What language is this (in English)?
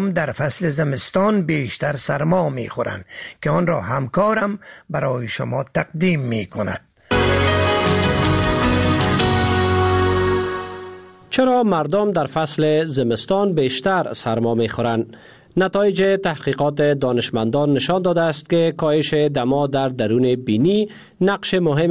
Persian